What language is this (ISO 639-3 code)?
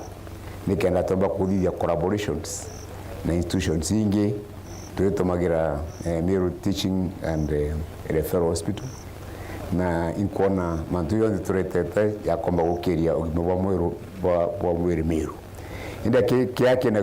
mer